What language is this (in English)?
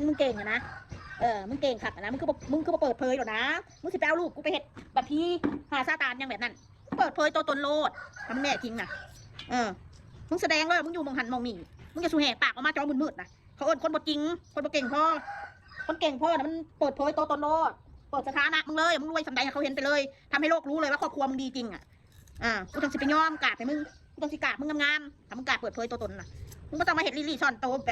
Northeastern Thai